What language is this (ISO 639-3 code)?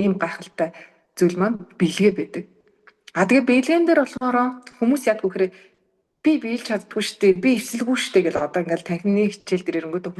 mon